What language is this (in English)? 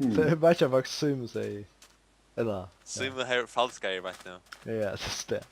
Faroese